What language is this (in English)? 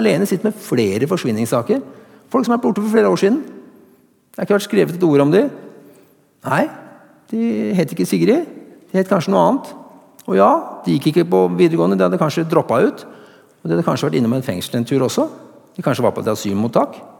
Norwegian